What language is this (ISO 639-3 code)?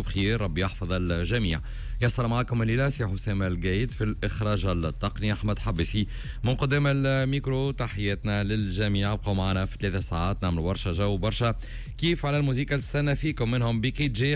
aeb